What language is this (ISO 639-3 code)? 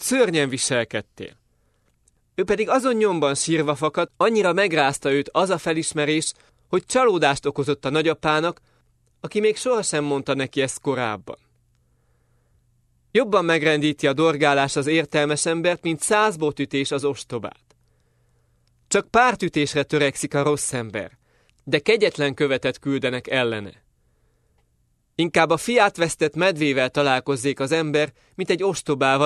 hun